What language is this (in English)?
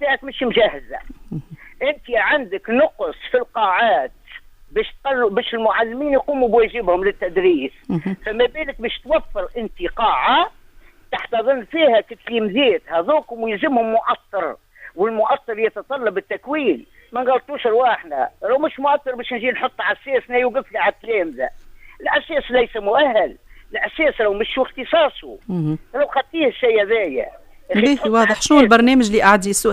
Tunisian Arabic